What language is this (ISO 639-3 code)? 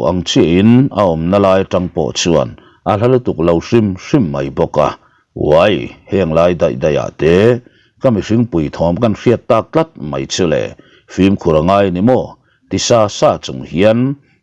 lus